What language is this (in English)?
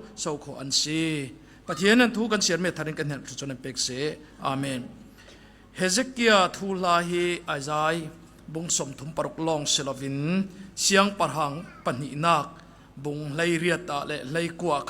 Falam Chin